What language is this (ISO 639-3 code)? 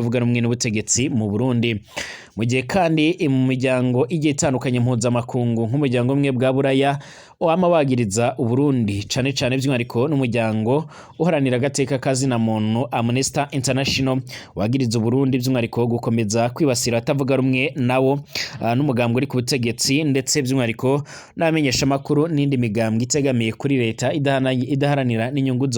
run